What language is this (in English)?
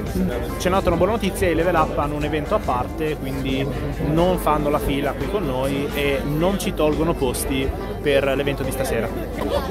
Italian